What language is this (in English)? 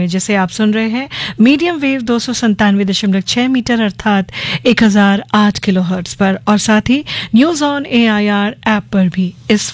Hindi